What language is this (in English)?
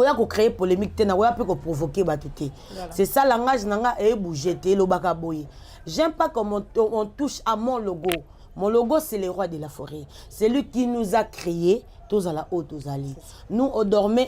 Lingala